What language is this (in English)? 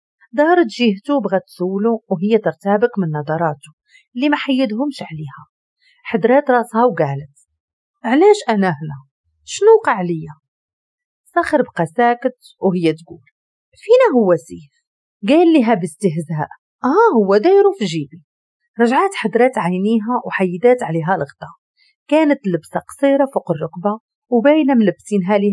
Moroccan Arabic